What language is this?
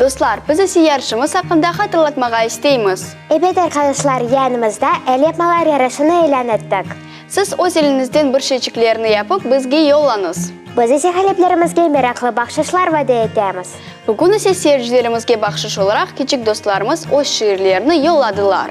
Crimean Tatar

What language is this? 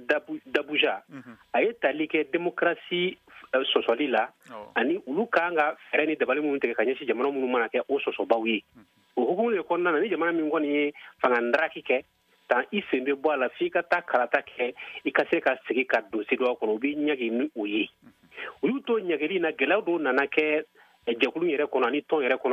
Bambara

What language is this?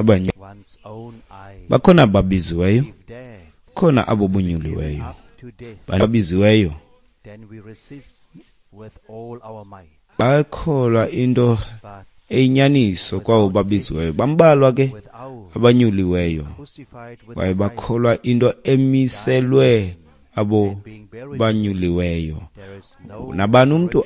Xhosa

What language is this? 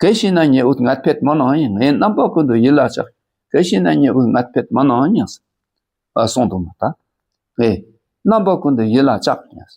Dakpakha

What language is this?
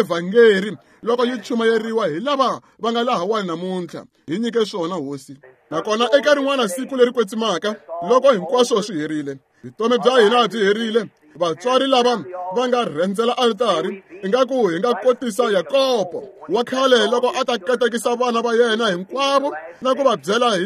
Tsonga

